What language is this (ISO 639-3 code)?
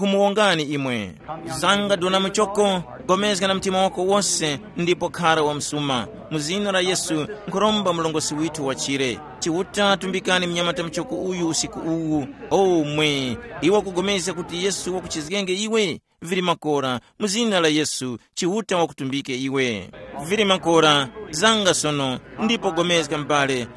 tum